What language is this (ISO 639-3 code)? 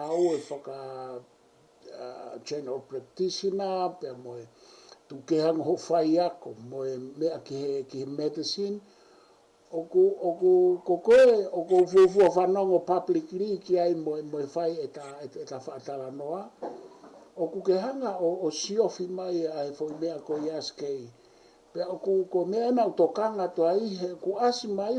ton